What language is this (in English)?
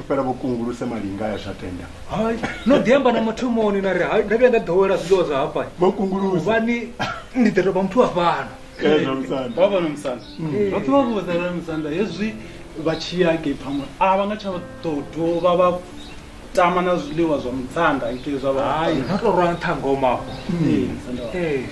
Venda